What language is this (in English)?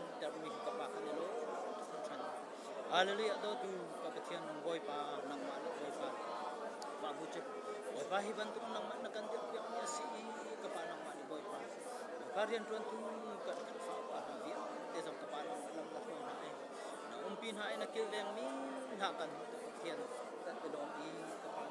Hakha Chin